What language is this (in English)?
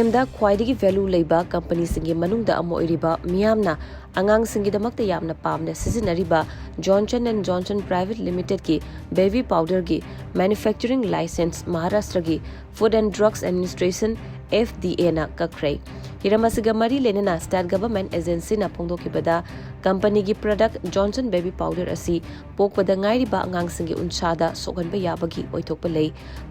Manipuri